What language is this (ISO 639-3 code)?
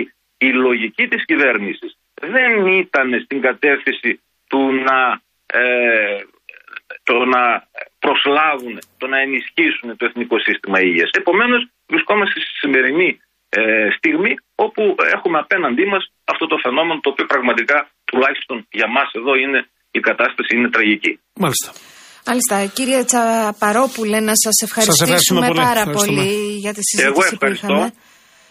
ell